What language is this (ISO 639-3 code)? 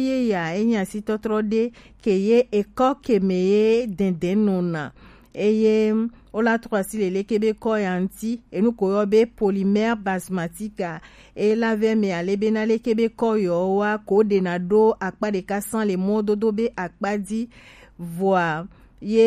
gej